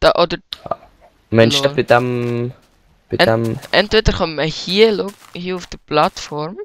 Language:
Swiss German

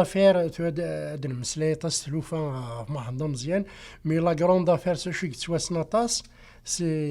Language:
Kabyle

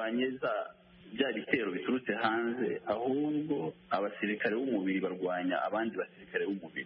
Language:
Kinyarwanda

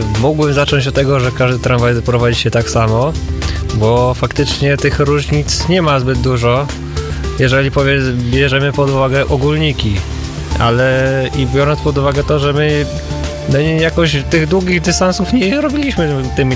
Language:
Polish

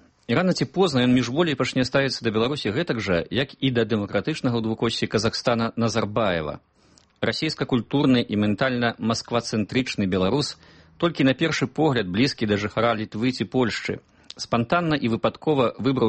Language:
Belarusian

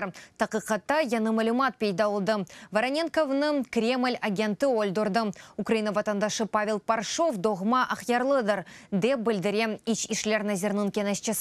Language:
Crimean Tatar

